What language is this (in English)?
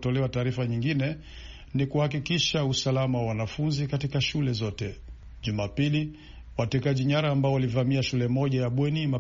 Swahili